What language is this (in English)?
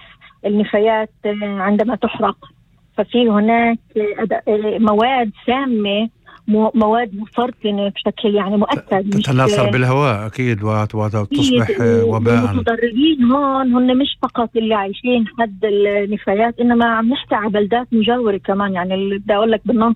North Levantine Arabic